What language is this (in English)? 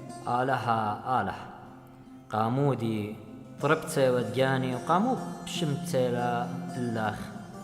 Assyrian Neo-Aramaic